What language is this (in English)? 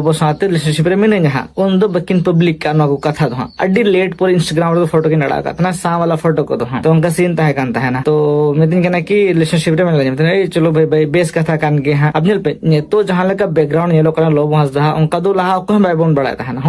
Santali